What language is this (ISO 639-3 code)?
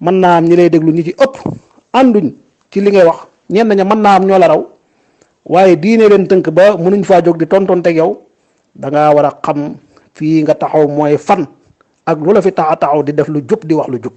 wol